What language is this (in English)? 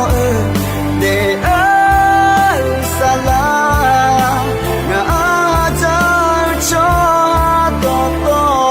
Akha